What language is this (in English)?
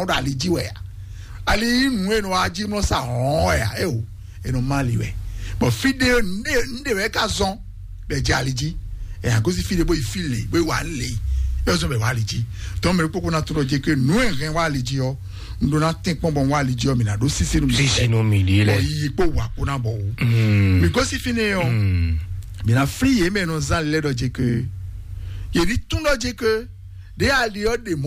Fon